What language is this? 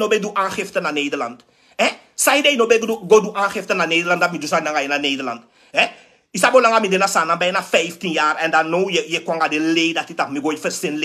Sranan Tongo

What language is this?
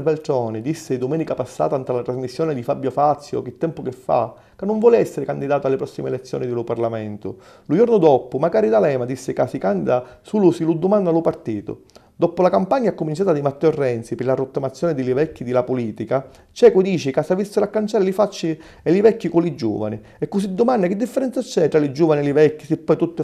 Sicilian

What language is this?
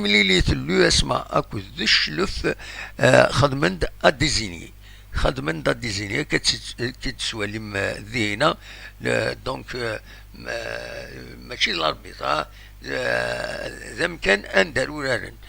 Kabyle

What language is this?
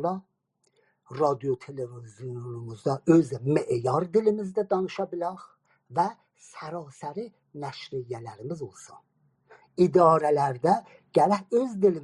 South Azerbaijani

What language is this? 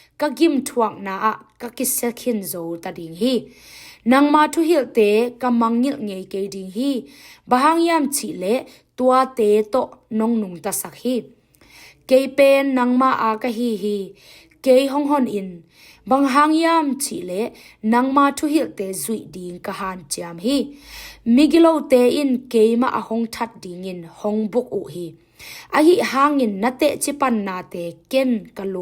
Tedim Chin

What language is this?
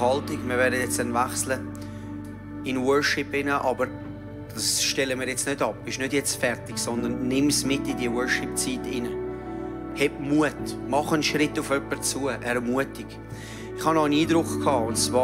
Swiss German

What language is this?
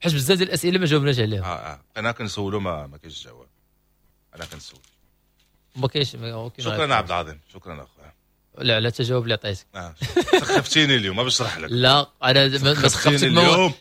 Moroccan Arabic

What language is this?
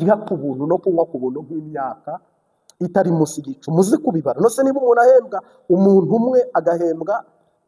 Kinyarwanda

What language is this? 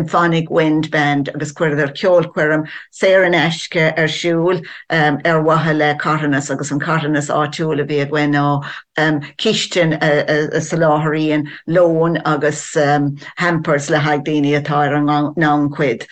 Irish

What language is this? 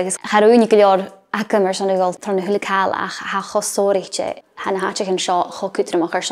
Scottish Gaelic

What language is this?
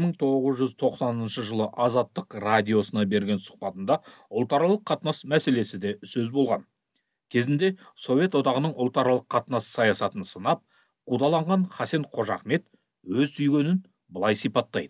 Kazakh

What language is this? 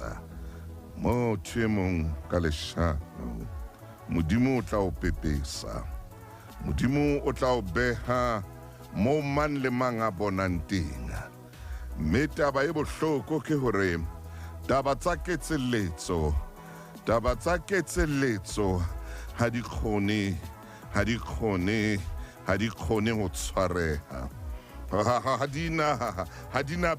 Southern Sotho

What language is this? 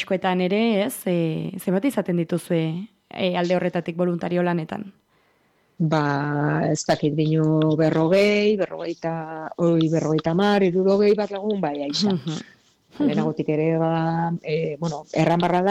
Basque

